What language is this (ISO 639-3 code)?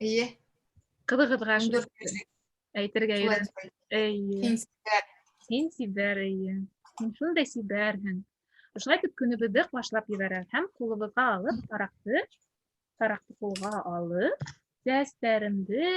bak